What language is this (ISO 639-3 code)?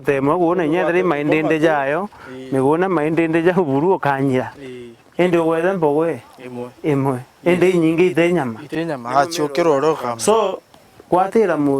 mer